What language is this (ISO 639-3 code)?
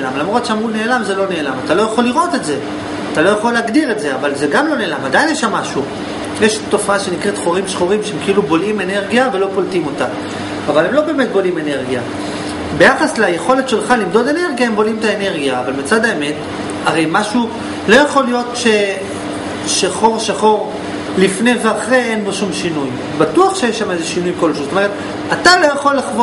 heb